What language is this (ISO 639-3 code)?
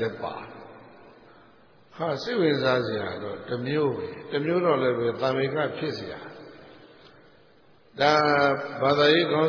mya